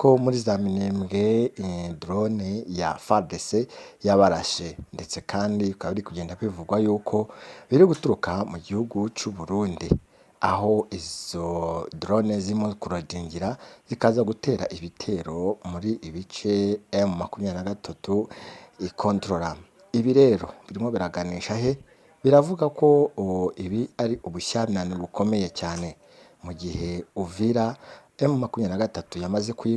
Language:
Kinyarwanda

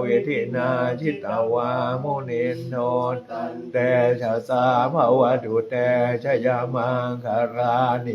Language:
Pali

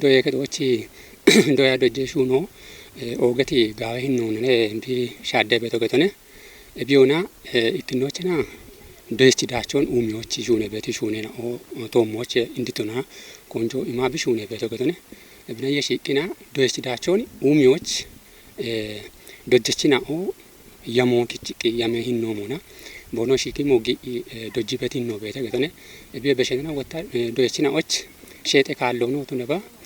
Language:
Kafa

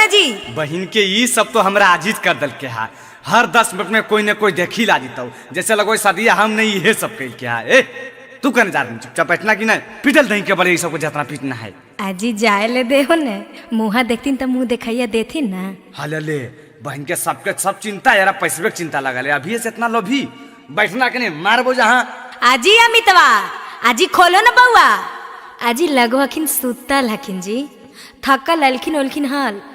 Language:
Magahi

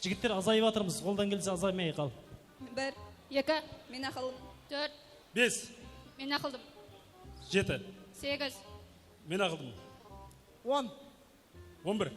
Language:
Kara-Kalpak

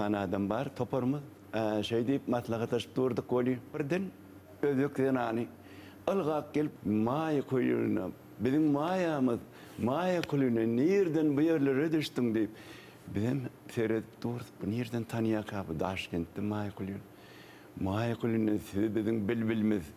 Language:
Turkmen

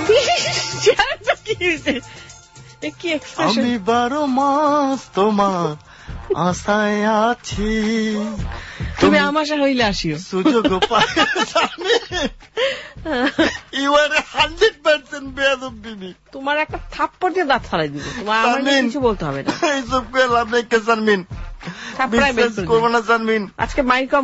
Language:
Bangla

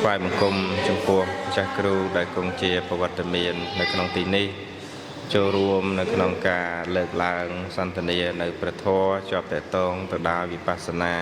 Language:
Khmer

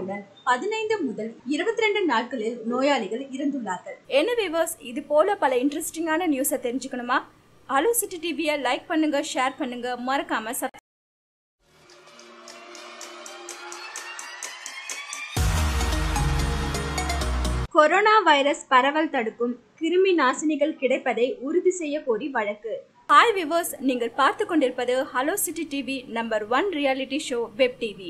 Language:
Tamil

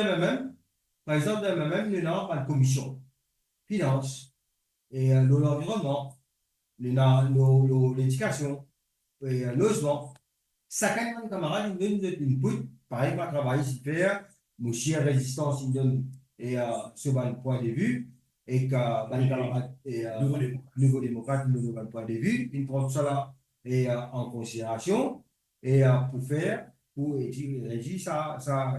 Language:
Morisyen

